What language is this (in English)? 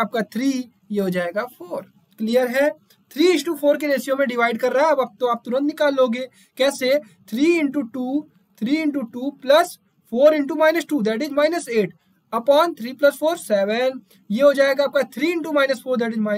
Hindi